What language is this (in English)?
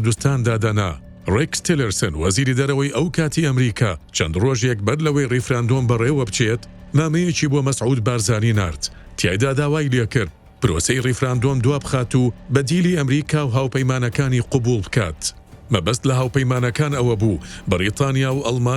Central Kurdish